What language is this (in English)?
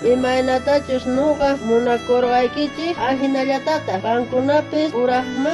South Bolivian Quechua